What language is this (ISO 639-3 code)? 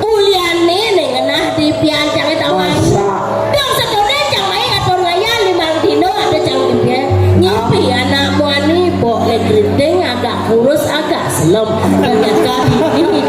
ban